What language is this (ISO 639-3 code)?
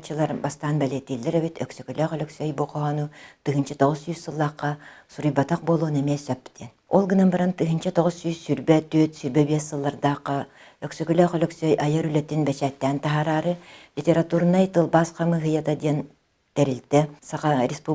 sah